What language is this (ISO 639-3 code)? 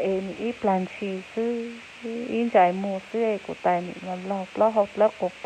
hmn